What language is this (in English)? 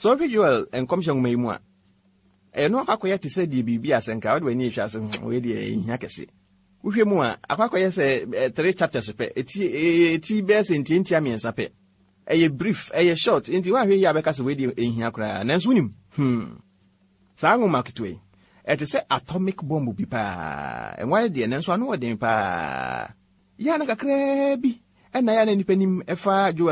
Akan